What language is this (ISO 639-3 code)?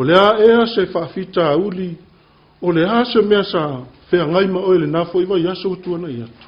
smo